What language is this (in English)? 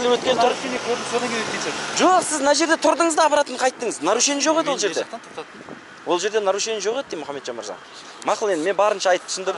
Kazakh